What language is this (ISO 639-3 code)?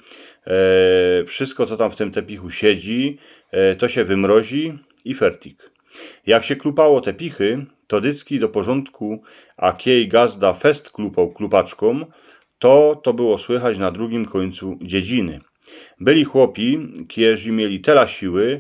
szl